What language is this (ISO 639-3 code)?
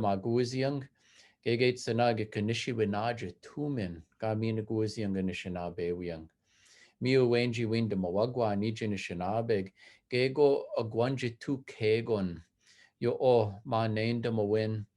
ciw